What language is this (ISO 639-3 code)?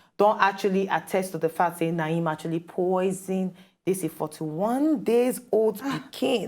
pcm